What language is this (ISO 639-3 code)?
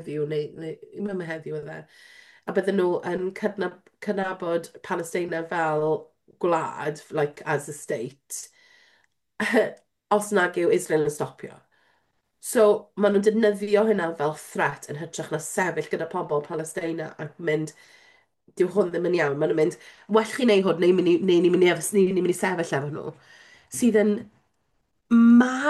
cym